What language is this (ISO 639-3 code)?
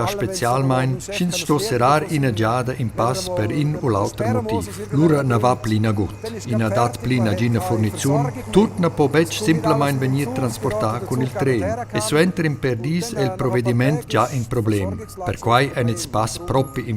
roh